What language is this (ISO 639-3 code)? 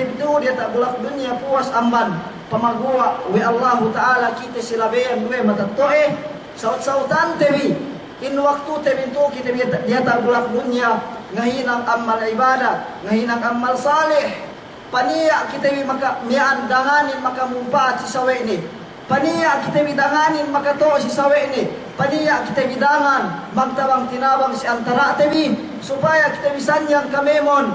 yka